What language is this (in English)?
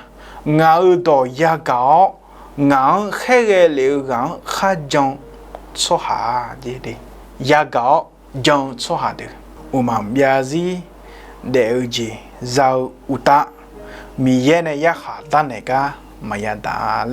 Akha